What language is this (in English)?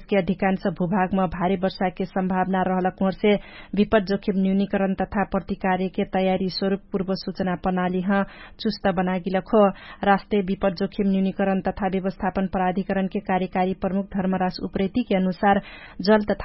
Dangaura Tharu